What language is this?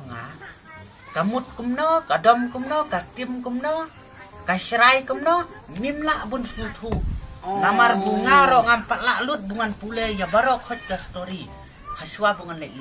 Khasi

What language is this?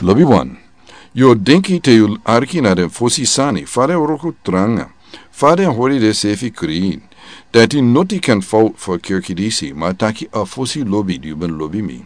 Sranan Tongo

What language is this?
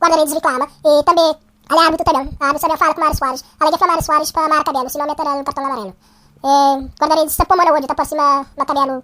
Kabuverdianu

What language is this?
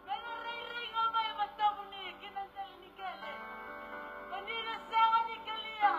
Fijian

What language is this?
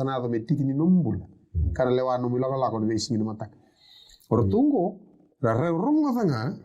Fijian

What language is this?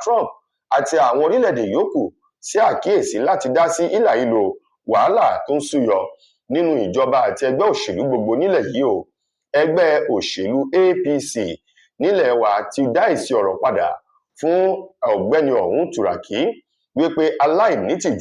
Yoruba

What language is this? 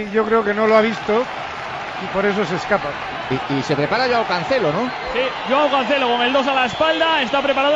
Spanish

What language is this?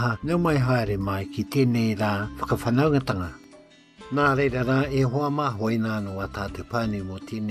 Māori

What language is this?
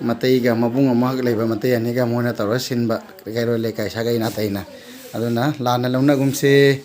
Manipuri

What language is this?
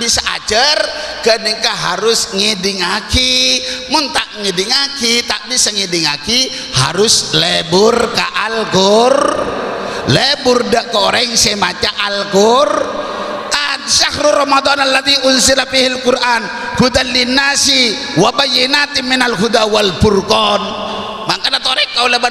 Madurese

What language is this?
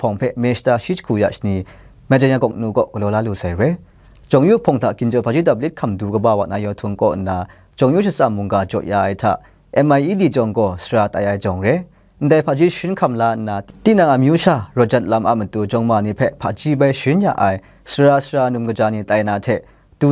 Kachin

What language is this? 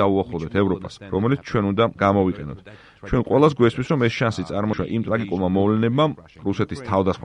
Georgian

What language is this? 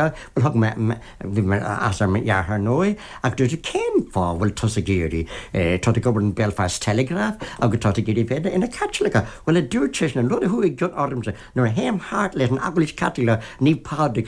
Irish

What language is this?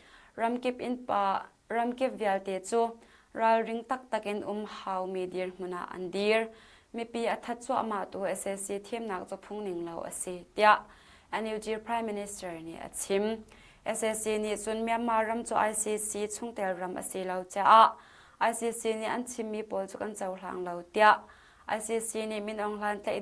Hakha Chin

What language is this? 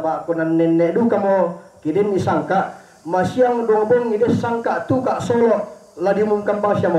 Toraja-Sa'dan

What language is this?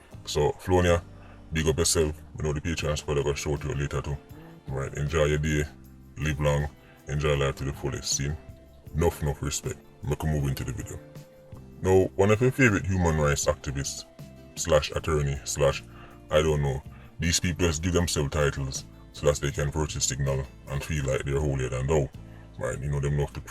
Jamaican Creole English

